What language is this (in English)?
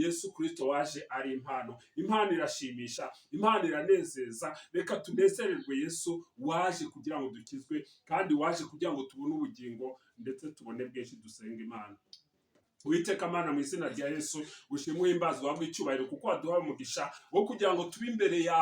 Kinyarwanda